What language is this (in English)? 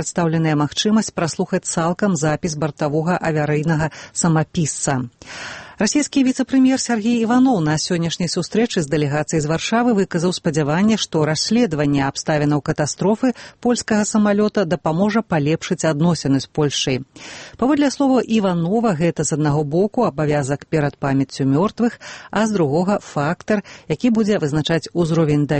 Belarusian